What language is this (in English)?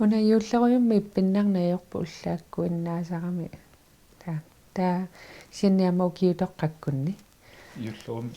Kalaallisut